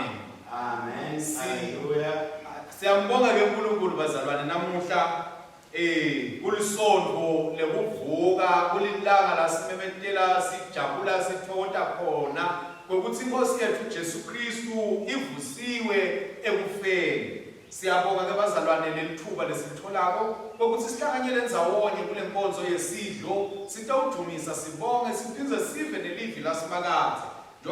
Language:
Swati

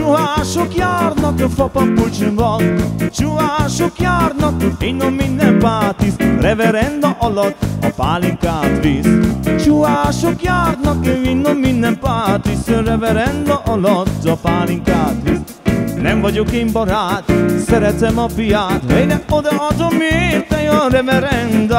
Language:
Hungarian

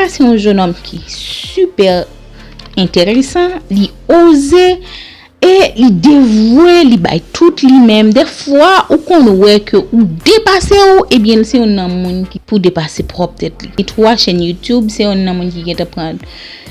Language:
Haitian Creole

